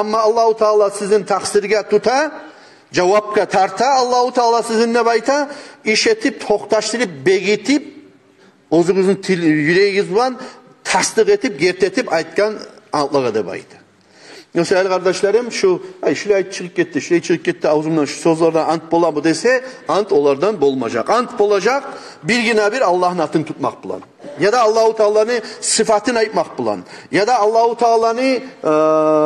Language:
Kumyk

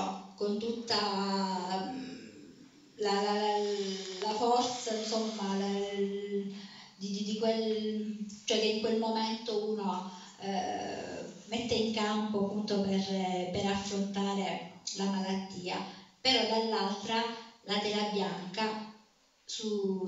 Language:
Italian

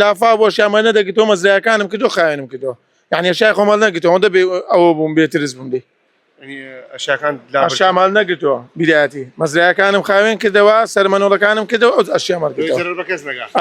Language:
Central Kurdish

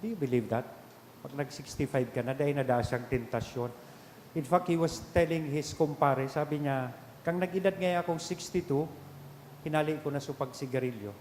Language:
Bikol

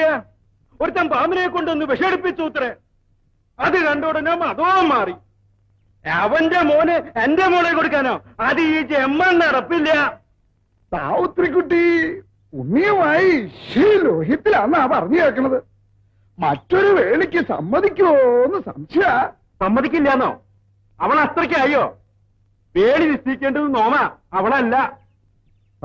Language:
Malayalam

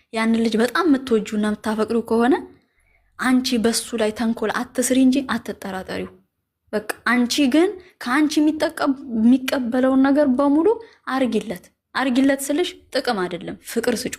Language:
Amharic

